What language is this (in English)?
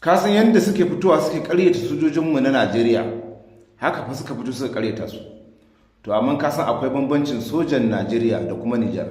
Hausa